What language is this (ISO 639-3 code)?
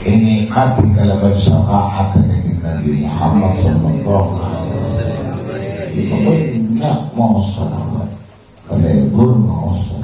mad